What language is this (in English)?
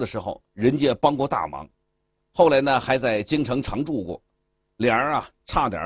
Chinese